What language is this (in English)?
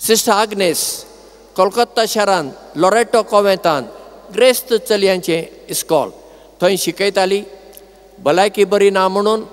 Konkani